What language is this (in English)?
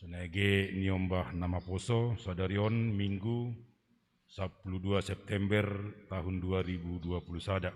Batak Simalungun